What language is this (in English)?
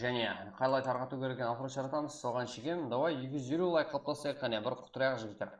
Kara-Kalpak